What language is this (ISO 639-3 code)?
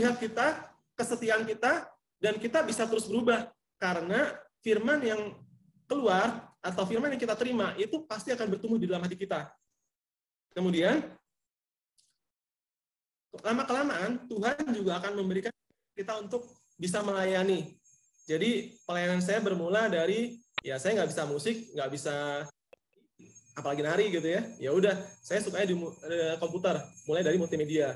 ind